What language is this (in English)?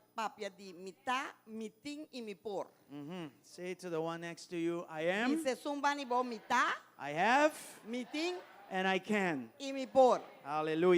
Papiamento